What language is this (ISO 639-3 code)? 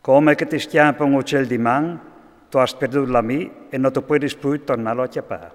fur